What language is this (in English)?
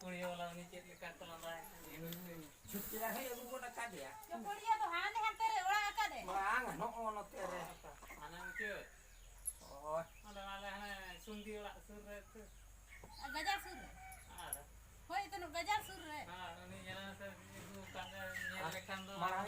Santali